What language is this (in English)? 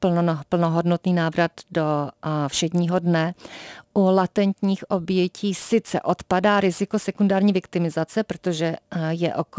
Czech